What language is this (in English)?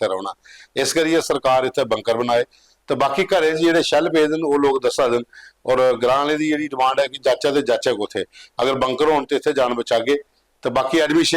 Dogri